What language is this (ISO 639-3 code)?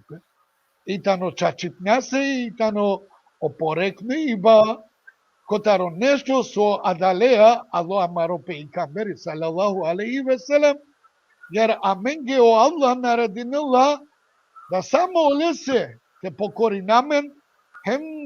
rmn